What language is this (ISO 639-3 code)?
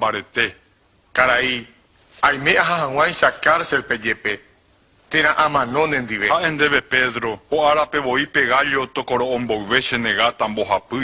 grn